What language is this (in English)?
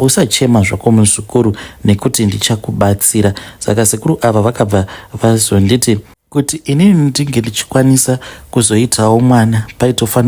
Shona